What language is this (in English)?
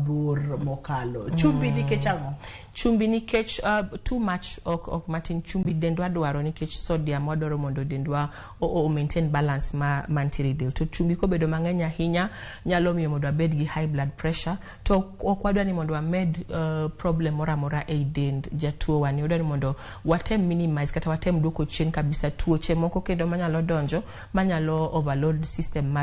Luo (Kenya and Tanzania)